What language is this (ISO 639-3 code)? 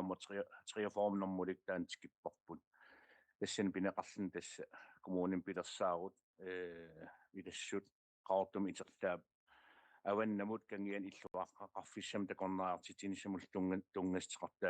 kal